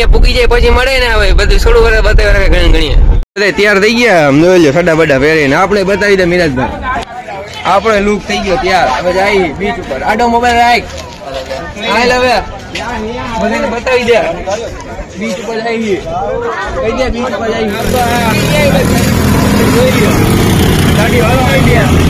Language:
Gujarati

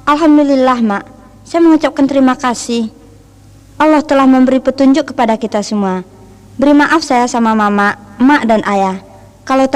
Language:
Minangkabau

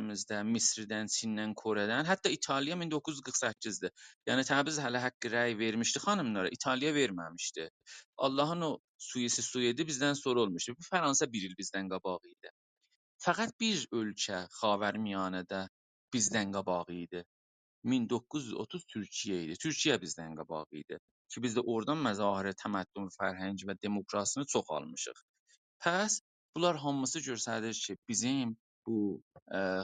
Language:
South Azerbaijani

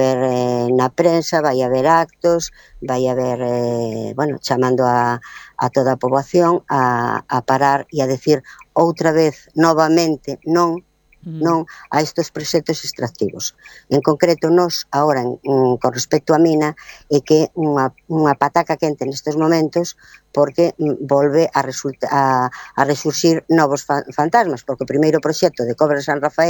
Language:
Galician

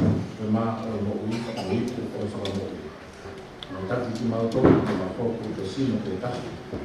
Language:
Tongan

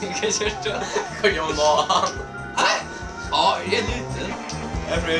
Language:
Faroese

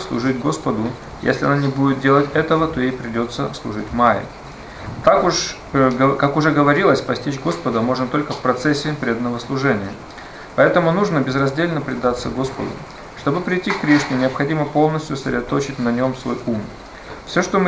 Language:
Russian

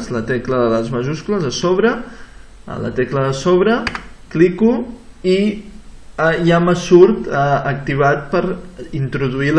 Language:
Catalan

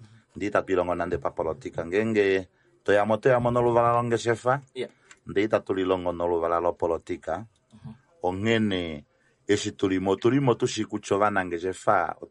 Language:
Kuanyama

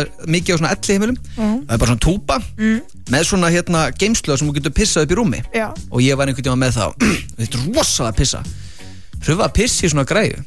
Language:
Icelandic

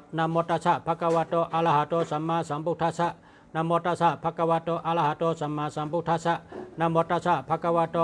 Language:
Shan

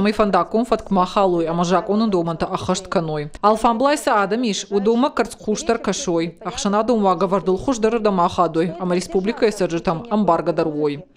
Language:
Ossetic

